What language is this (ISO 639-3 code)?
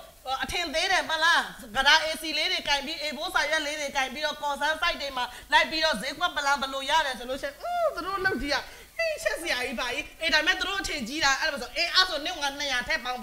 mya